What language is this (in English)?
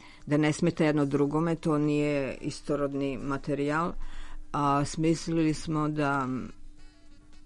Serbian